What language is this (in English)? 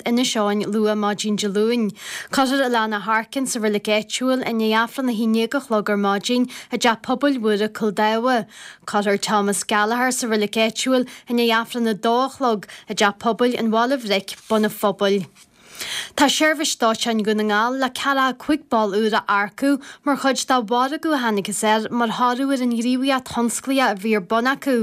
Irish